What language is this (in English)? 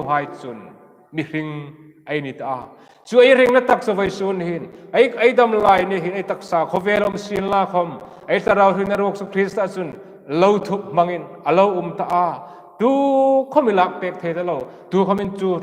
Hmar